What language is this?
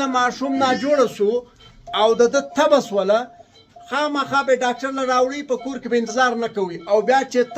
Pashto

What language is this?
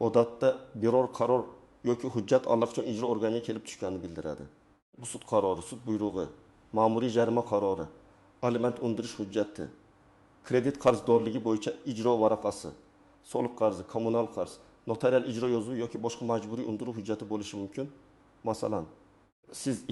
Uzbek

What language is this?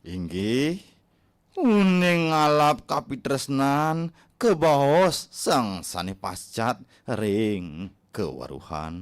Balinese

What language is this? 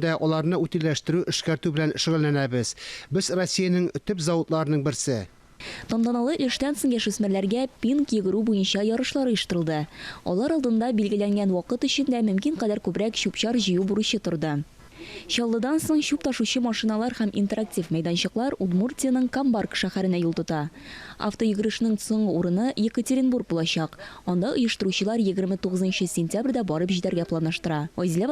Tatar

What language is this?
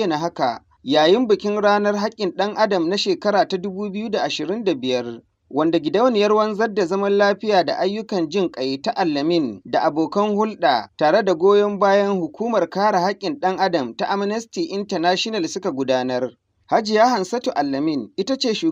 Hausa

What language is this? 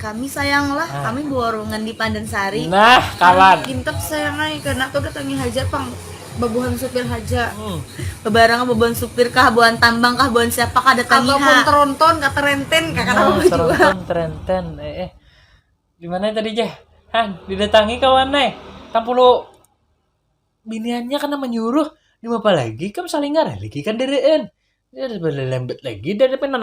Banjar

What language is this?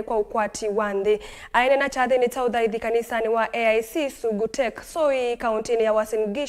Kamba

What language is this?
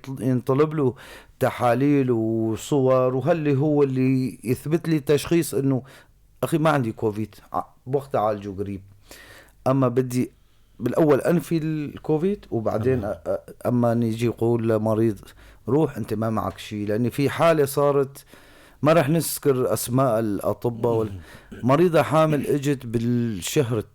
North Levantine Arabic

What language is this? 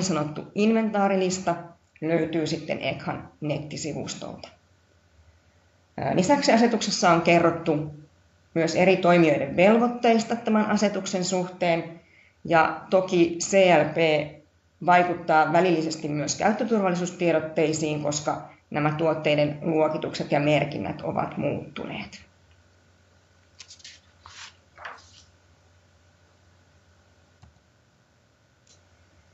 Finnish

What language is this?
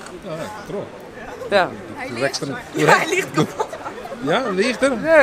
Western Frisian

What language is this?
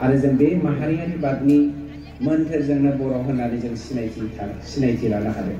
Bodo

